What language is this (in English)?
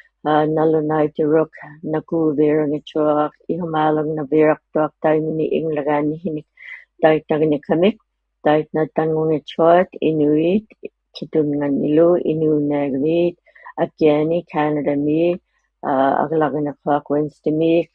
Inuktitut